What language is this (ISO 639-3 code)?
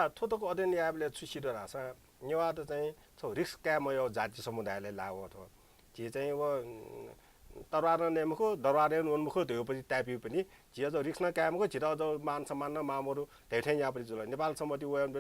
new